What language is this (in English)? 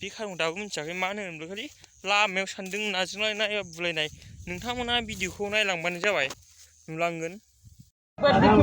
Bodo